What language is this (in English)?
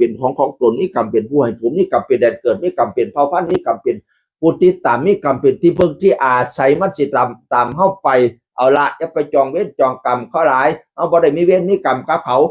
Northeastern Thai